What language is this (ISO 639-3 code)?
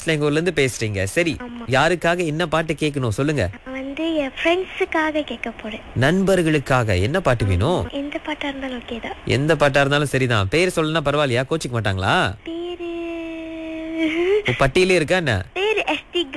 tam